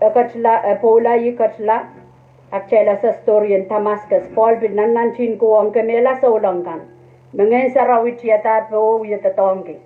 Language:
Pohnpeian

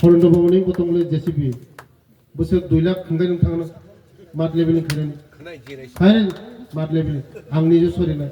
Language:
Riang (India)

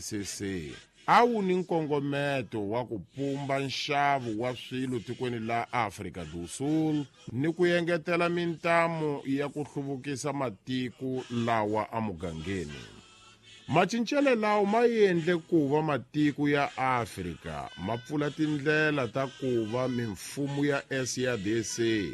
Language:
Tsonga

